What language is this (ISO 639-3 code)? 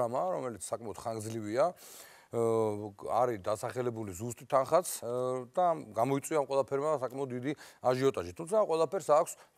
kat